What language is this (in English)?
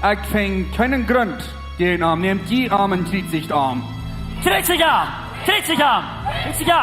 Plautdietsch